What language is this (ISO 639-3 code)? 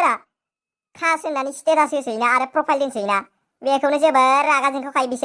brx